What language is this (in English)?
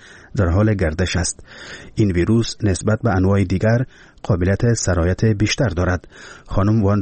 Persian